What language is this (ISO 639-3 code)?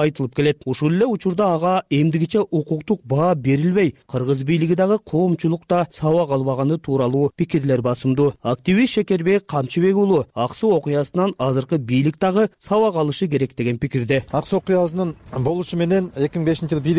kir